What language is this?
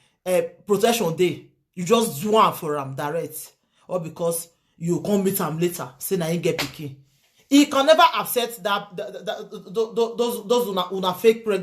Nigerian Pidgin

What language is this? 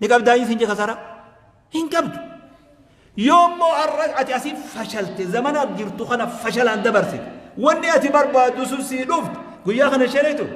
Oromo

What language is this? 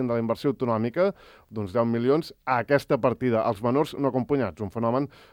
Catalan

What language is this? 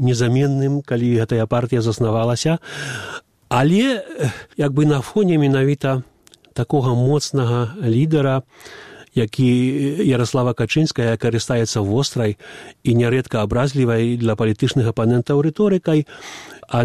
Belarusian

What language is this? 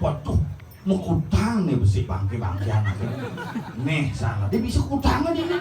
Balinese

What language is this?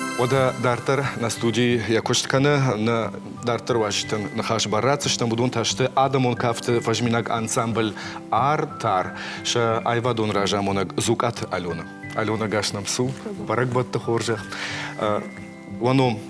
Ossetic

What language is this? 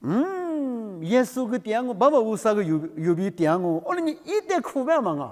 Lisu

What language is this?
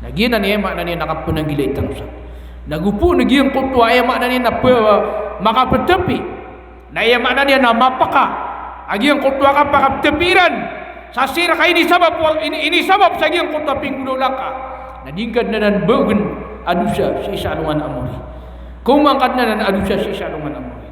Maranao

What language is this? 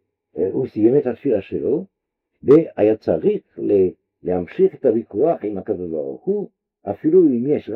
Hebrew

